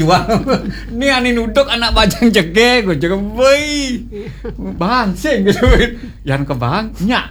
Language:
Balinese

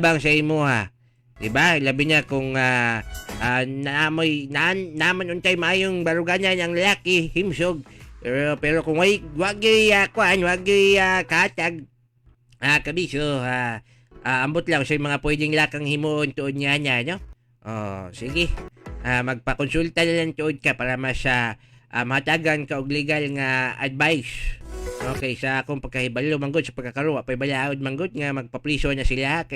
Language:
Cebuano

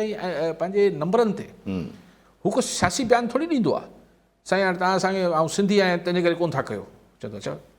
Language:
Sindhi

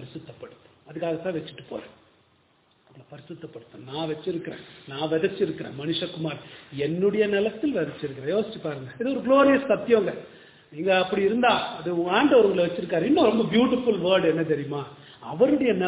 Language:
Tamil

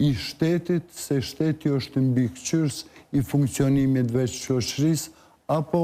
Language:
Albanian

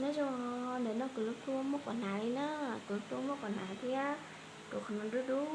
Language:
Hmong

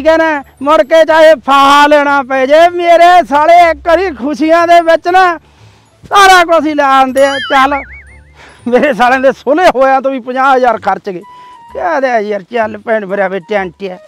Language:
Punjabi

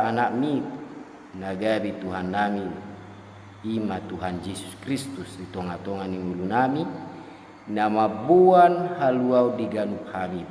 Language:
Batak Toba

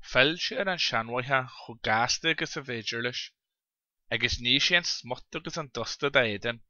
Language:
Irish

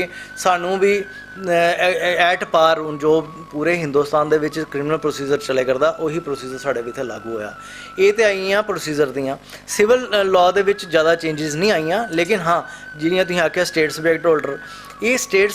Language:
Dogri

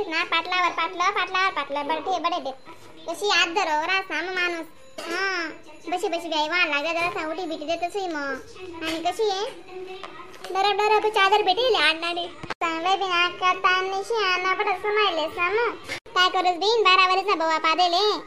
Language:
Khandesi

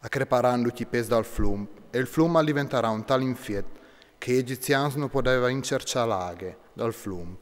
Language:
Friulian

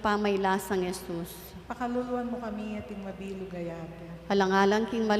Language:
Pampanga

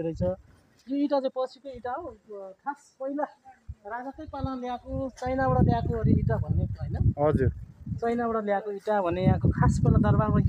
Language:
Nepali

